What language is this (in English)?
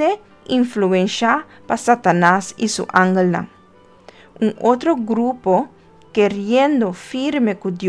Papiamento